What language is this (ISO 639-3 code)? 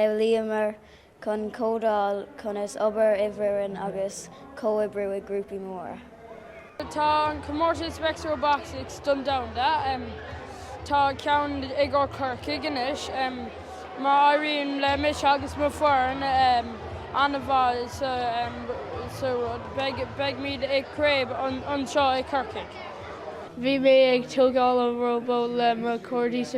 gle